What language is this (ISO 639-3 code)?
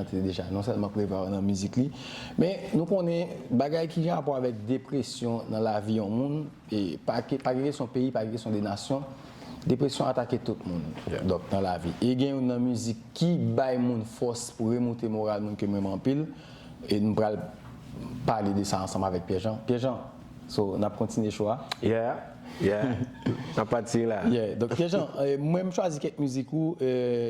hat